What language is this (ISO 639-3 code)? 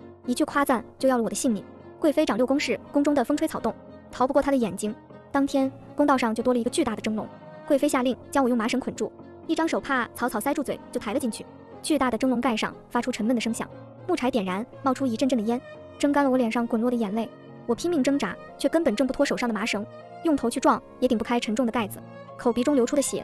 zho